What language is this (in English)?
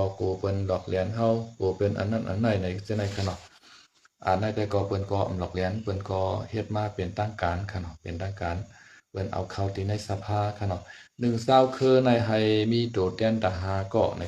Shan